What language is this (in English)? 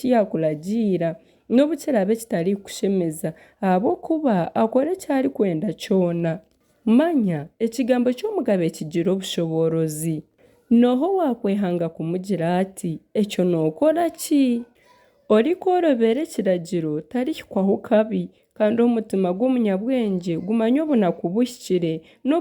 Nyankole